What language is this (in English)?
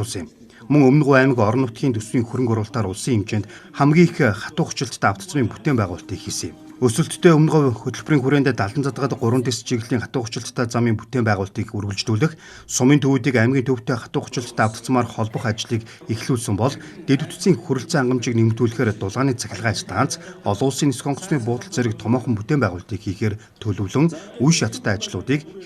Mongolian